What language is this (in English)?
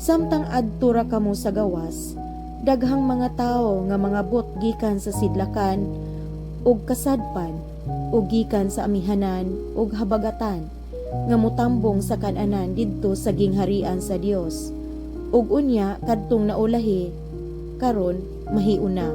Cebuano